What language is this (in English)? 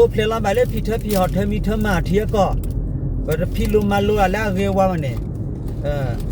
S'gaw Karen